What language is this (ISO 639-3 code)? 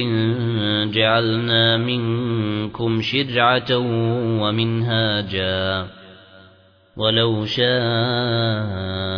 ara